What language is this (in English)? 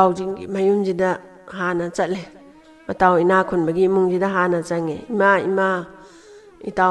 Manipuri